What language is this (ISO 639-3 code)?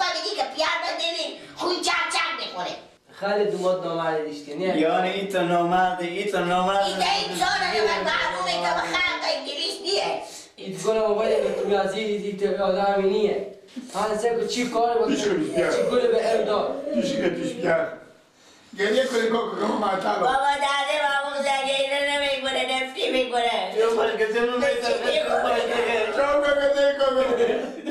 fas